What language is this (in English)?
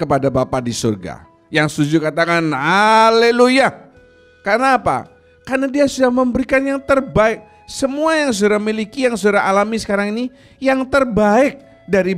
Indonesian